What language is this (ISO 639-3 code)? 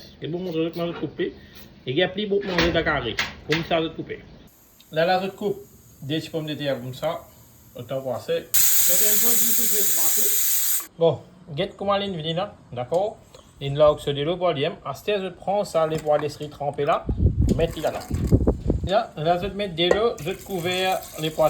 mfe